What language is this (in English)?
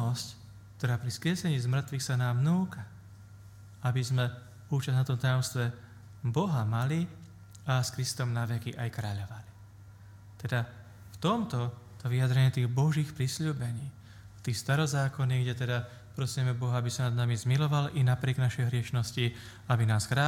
Slovak